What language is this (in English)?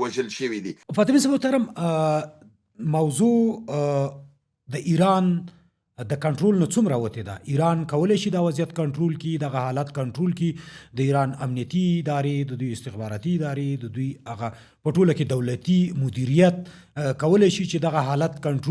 Pashto